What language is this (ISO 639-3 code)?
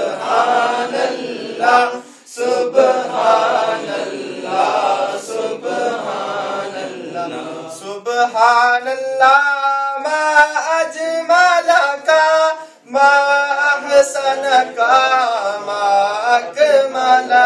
urd